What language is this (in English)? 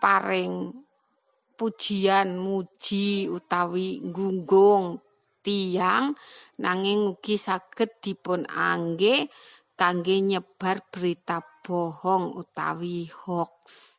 Javanese